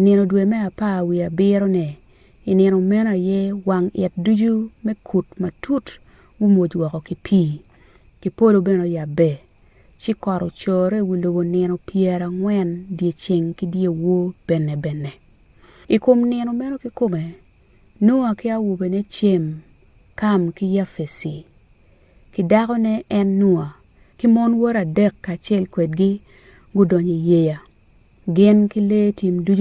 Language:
Acoli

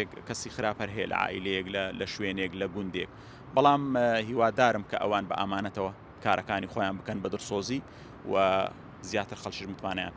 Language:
Central Kurdish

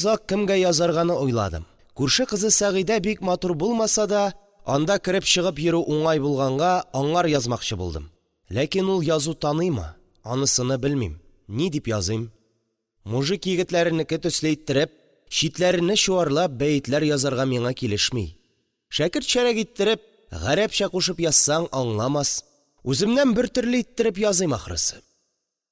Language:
Tatar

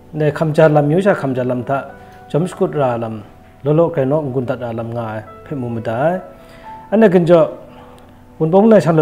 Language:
Kachin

